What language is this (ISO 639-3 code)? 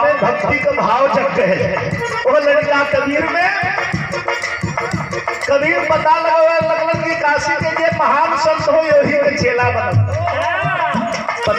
bho